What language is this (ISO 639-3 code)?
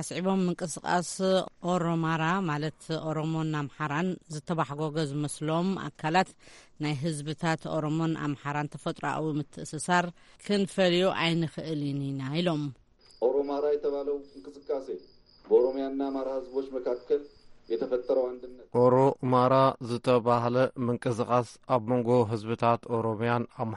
tir